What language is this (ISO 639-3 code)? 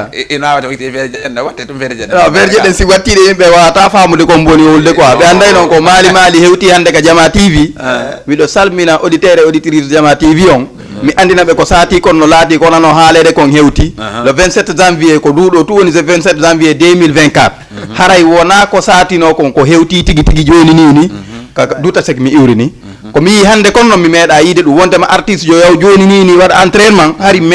ful